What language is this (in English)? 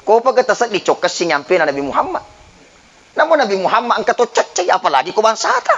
Buginese